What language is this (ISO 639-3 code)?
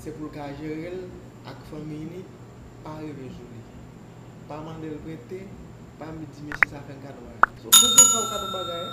hat